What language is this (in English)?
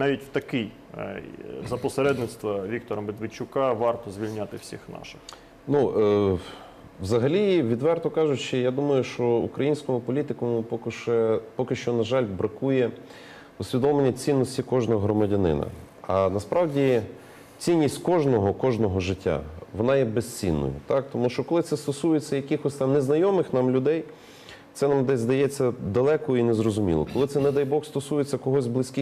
Ukrainian